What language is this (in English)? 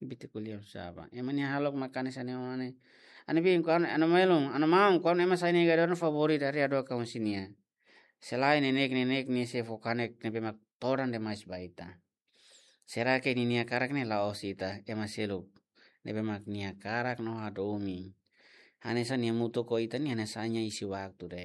Tetum